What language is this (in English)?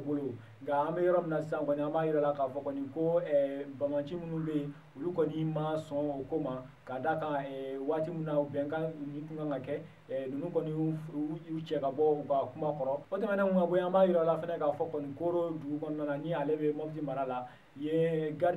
Bambara